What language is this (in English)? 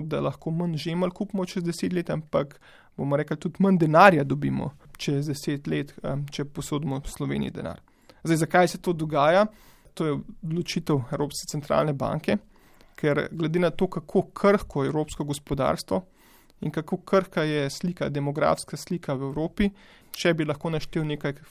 Slovenian